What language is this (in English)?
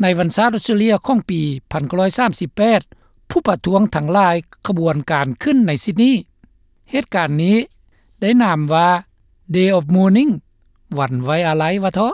Lao